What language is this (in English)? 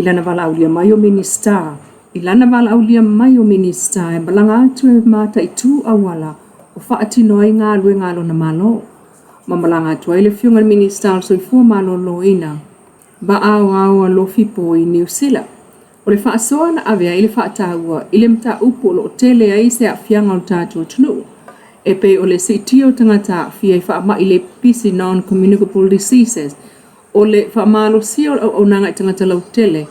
Samoan